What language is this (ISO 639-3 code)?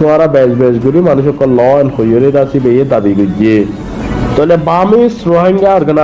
rhg